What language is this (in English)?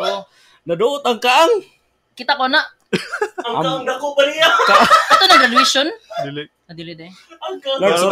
Cebuano